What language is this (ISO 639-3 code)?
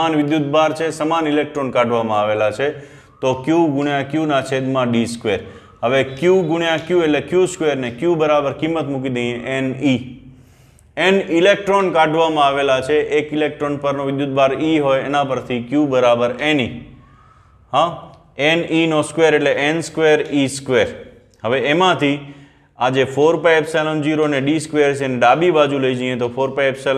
guj